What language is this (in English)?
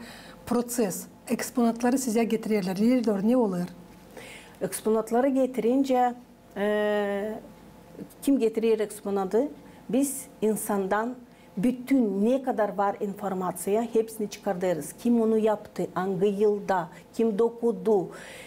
Gagauz